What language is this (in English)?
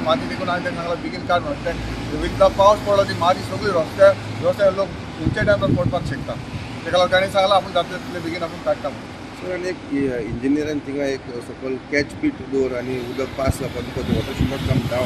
Konkani